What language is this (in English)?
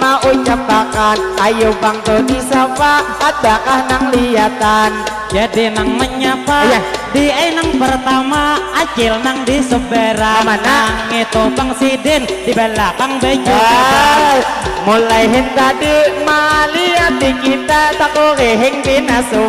Banjar